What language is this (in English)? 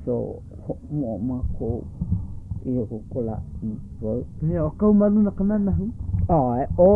Hawaiian